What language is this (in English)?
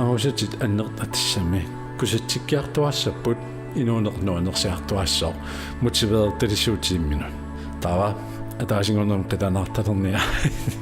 Kalaallisut